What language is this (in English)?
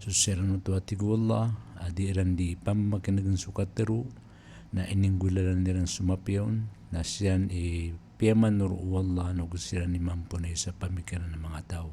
Maranao